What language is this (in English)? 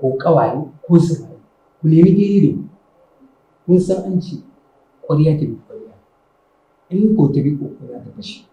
Hausa